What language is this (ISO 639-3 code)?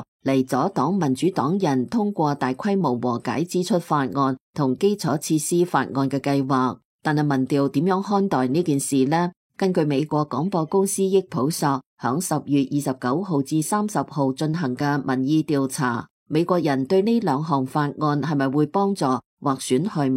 yue